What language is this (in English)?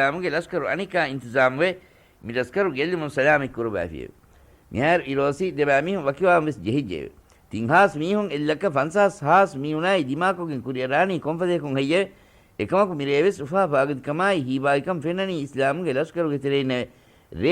Divehi